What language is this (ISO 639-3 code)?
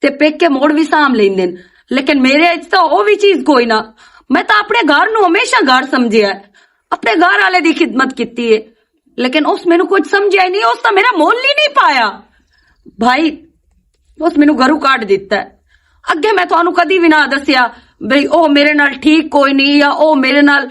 lah